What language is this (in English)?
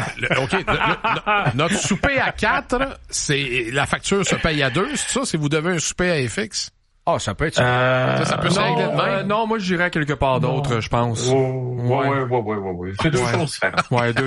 French